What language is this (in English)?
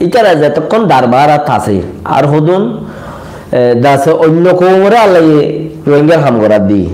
Rohingya